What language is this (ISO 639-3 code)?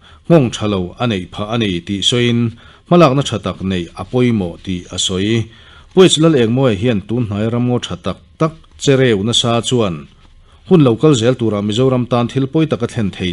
lus